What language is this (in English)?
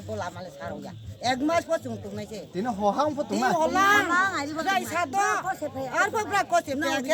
Riang (India)